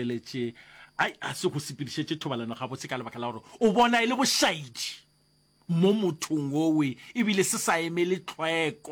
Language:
Northern Sotho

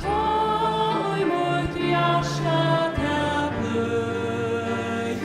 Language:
Faroese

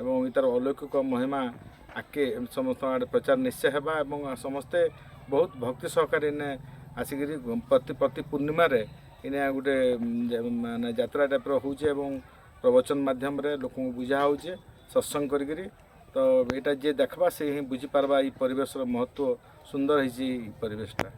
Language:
Sambalpuri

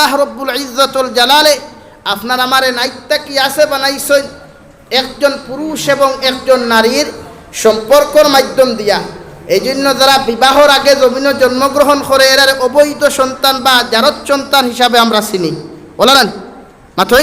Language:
Sylheti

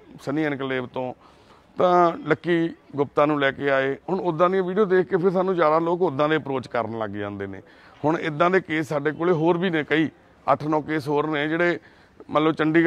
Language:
Punjabi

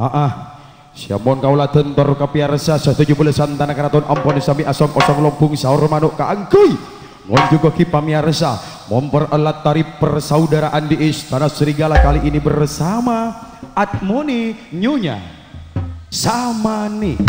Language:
Madurese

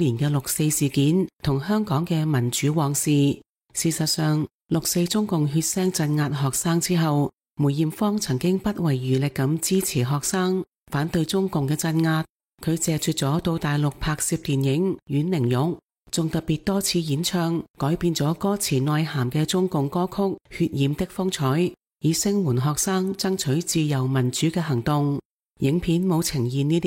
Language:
Cantonese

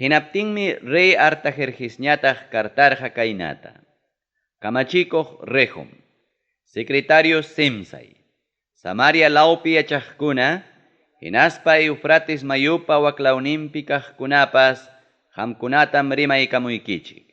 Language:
Ayacucho Quechua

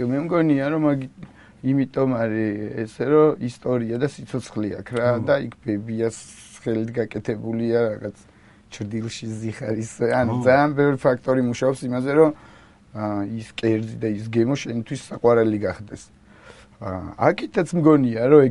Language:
Georgian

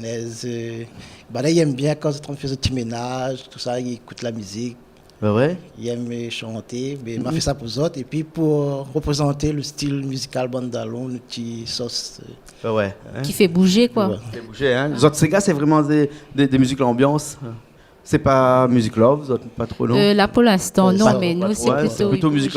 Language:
Réunion Creole French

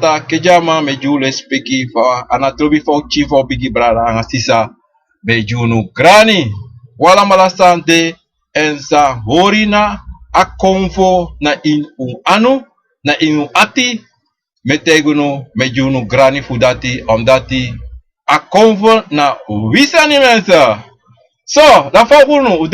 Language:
Sranan Tongo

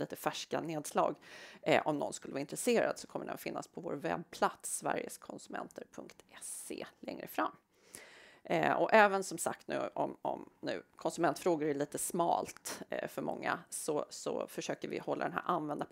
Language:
Swedish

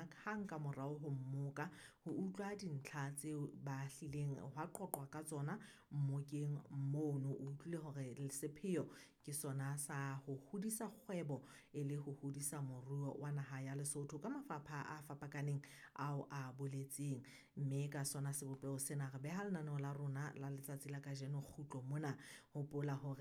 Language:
Southern Sotho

